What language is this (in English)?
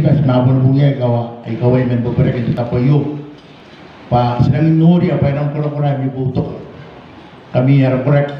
Gilbertese